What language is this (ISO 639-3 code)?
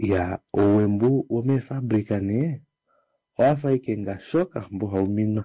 kua